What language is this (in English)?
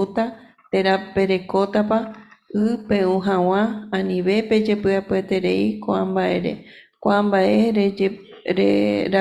Guarani